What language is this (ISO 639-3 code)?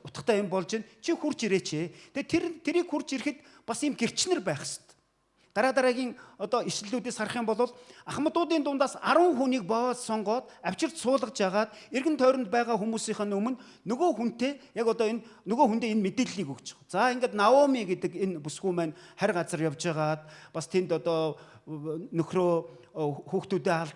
mon